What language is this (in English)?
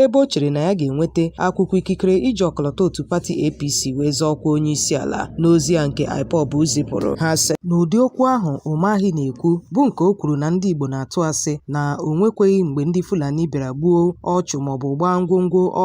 Igbo